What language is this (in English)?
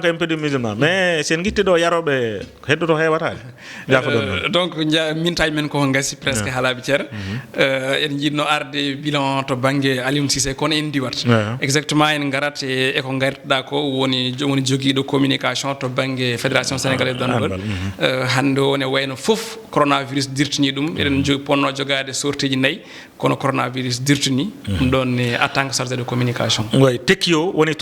Fula